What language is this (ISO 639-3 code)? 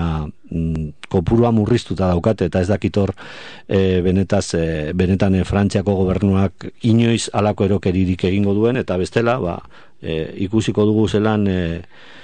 eus